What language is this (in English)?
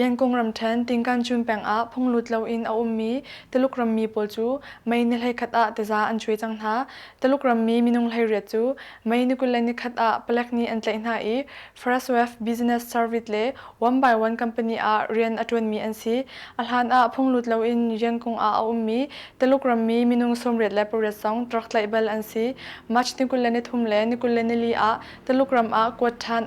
Hakha Chin